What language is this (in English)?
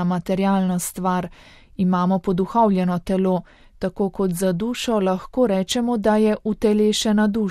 Slovenian